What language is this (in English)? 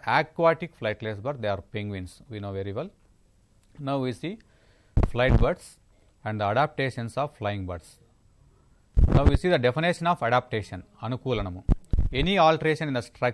Telugu